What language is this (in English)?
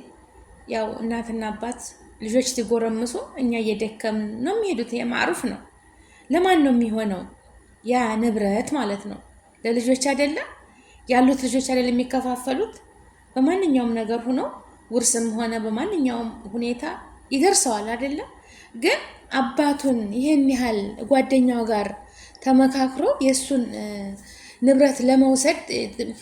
Amharic